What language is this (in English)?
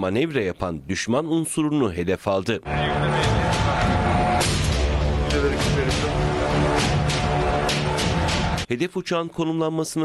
Turkish